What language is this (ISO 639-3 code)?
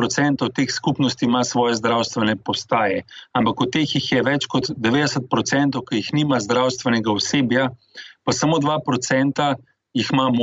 slv